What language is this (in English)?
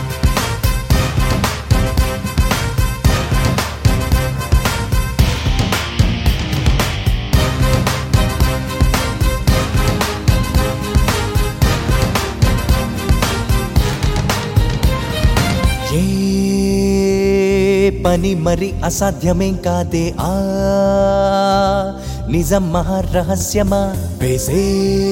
Telugu